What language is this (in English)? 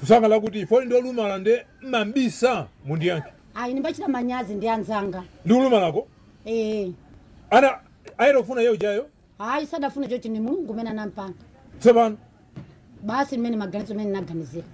Nyanja